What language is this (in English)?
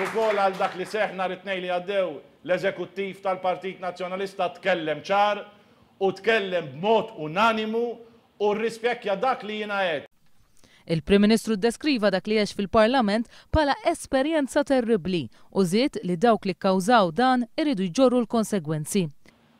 Maltese